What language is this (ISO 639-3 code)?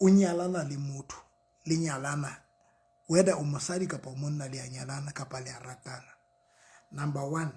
sot